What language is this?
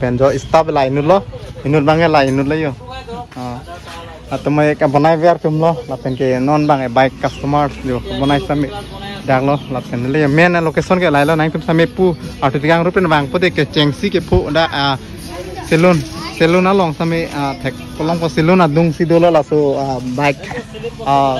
Karbi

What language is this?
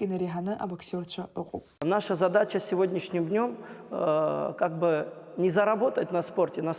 Abkhazian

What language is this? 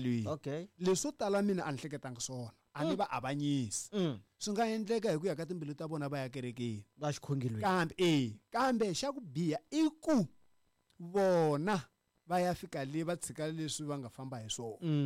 Tsonga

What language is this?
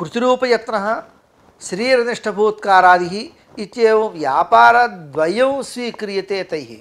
Sanskrit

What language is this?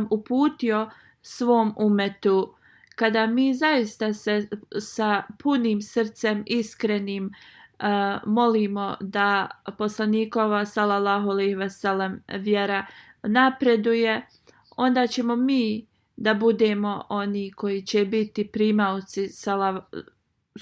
Bosnian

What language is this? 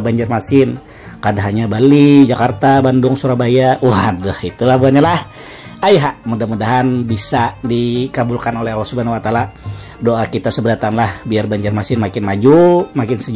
Banjar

